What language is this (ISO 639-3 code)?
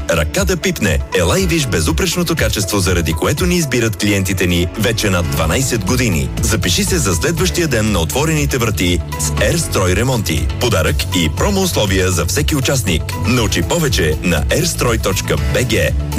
bul